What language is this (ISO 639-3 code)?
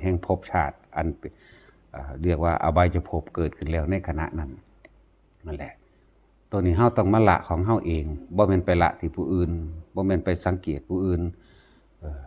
tts